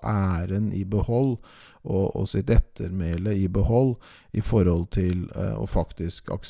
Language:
Norwegian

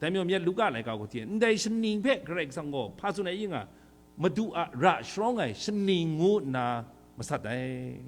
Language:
Kachin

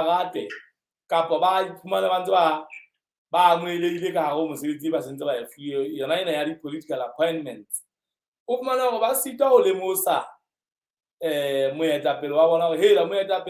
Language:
Southern Sotho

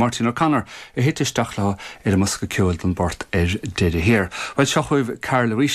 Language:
Irish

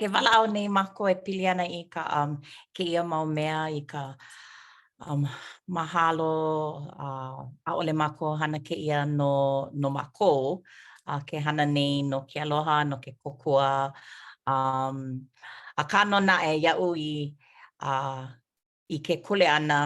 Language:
Hawaiian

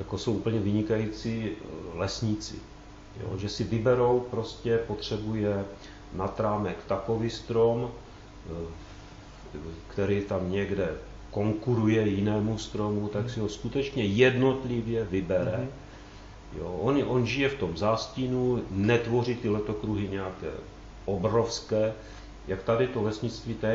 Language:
Czech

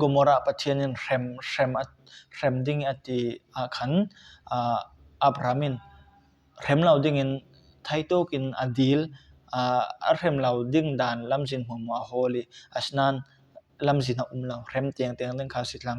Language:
Falam Chin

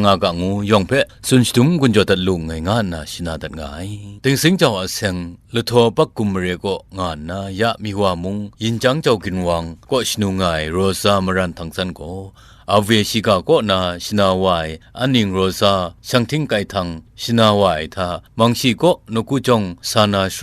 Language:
Kachin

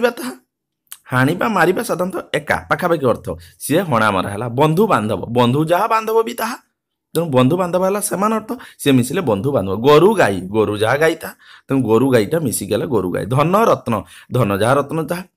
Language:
Odia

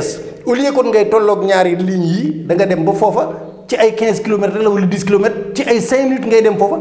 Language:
Wolof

